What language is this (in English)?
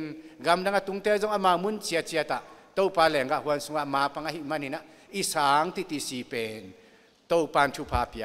Tedim Chin